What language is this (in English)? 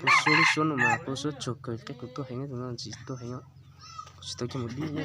Hmong